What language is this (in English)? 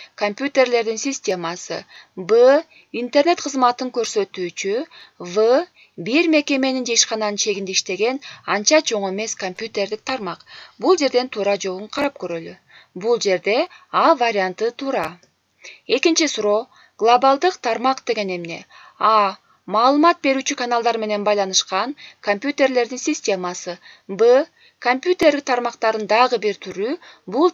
Kyrgyz